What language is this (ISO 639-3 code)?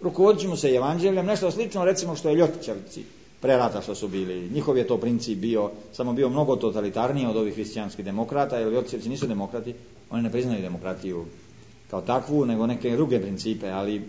srp